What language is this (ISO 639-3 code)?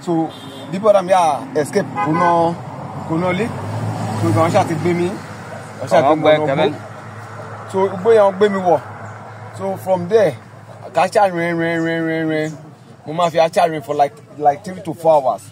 yor